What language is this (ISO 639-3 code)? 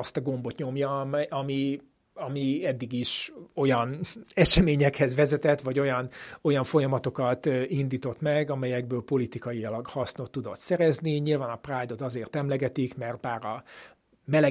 hun